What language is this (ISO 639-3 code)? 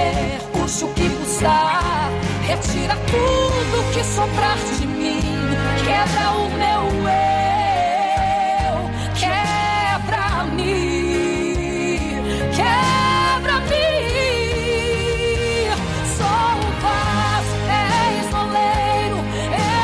por